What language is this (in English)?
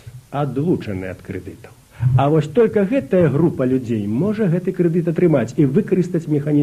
Belarusian